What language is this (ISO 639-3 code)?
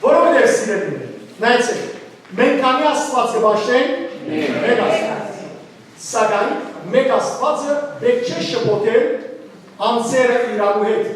hyw